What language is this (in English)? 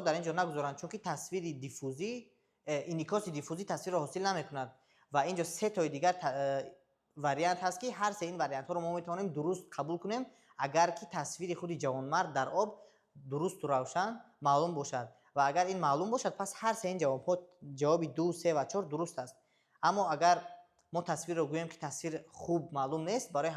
Tajik